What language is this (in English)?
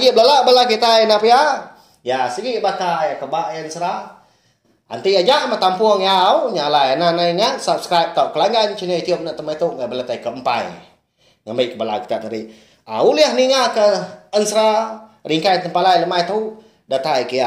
Iban